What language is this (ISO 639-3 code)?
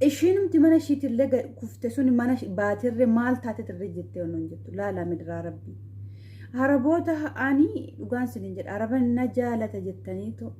orm